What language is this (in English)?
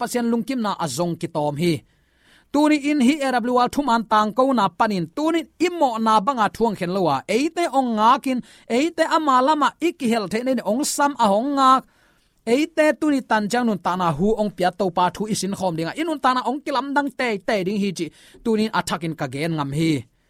Tedim Chin